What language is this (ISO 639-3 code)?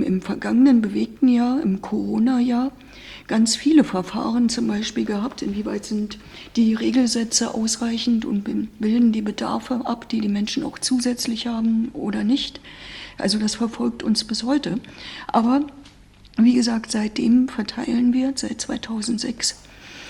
deu